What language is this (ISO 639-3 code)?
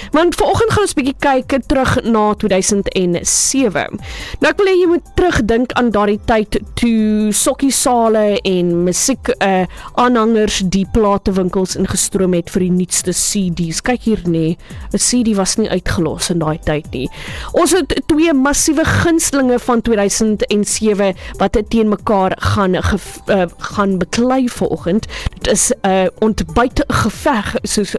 afr